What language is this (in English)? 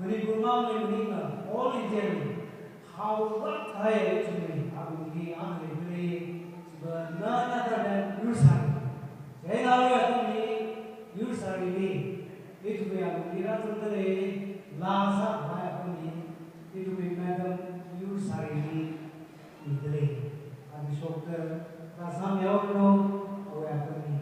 Tangkhul Naga (India)